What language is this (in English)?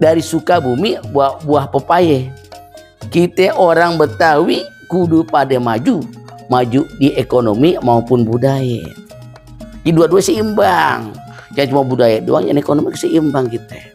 Betawi